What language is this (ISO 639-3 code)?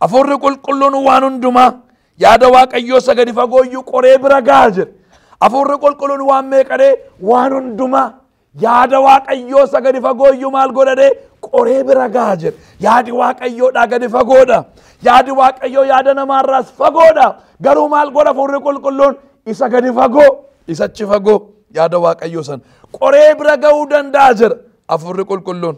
orm